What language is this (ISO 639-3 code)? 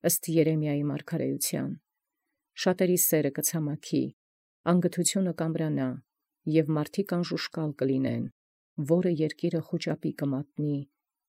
hye